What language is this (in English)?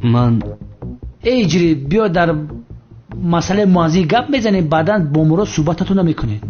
Tajik